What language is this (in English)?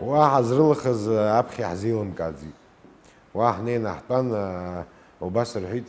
Abkhazian